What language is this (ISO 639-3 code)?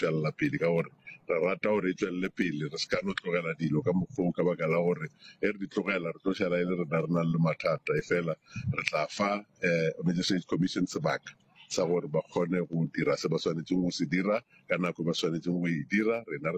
nso